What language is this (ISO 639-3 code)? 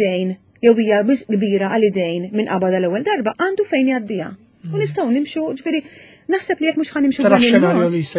mlt